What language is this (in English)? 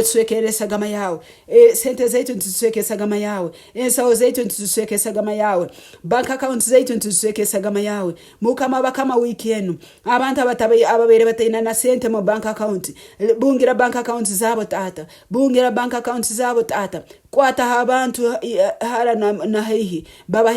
Nyankole